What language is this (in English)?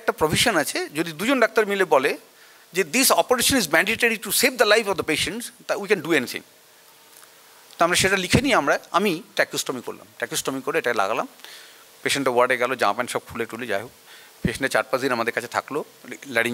Bangla